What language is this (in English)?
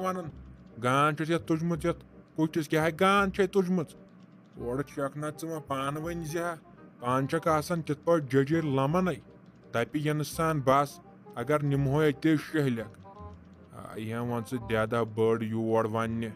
Kashmiri